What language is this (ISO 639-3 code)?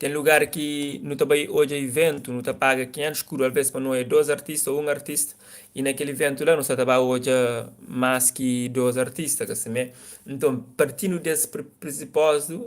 kea